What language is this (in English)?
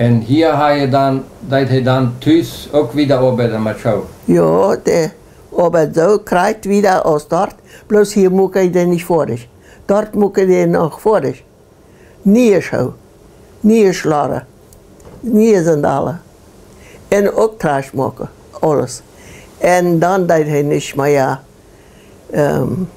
Plautdietsch